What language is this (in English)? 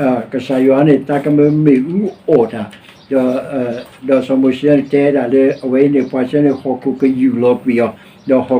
S'gaw Karen